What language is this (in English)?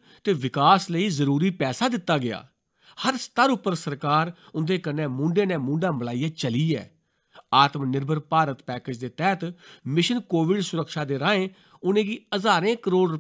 Dogri